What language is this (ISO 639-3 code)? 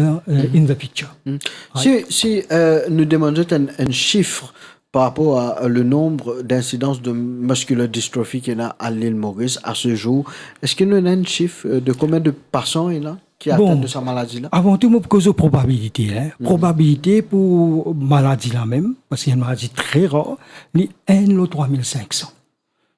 mfe